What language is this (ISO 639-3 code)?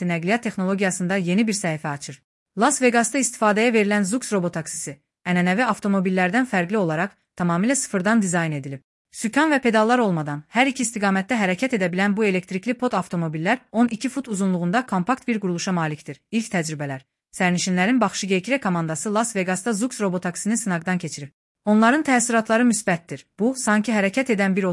aze